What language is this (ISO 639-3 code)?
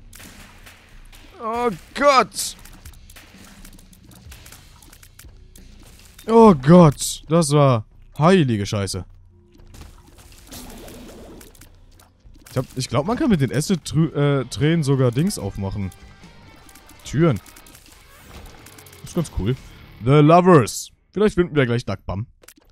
deu